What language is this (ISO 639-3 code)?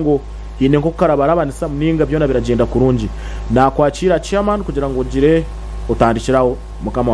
nyn